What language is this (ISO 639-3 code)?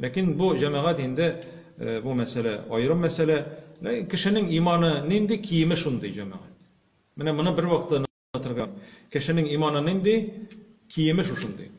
tat